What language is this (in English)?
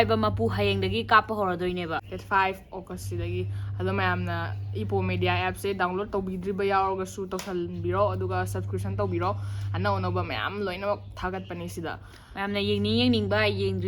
Manipuri